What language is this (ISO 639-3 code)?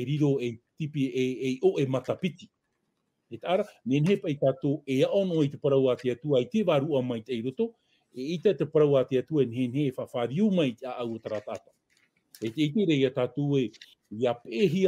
tah